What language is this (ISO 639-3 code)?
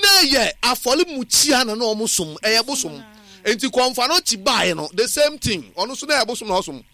aka